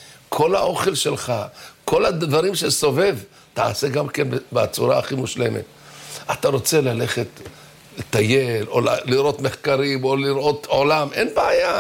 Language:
Hebrew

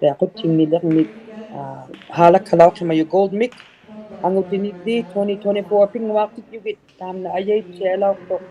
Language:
Inuktitut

